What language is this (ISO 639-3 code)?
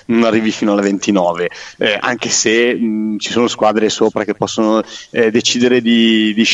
ita